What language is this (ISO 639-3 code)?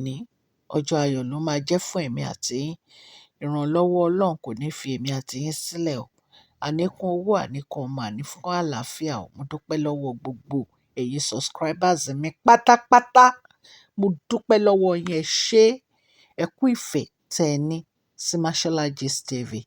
yor